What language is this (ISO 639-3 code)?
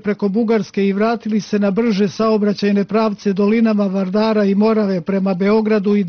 srp